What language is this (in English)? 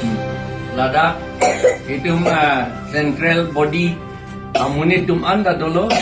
Karbi